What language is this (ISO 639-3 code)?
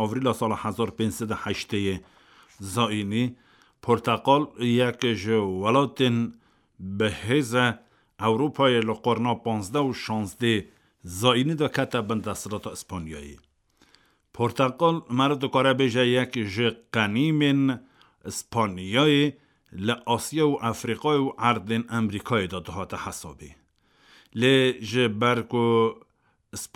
kur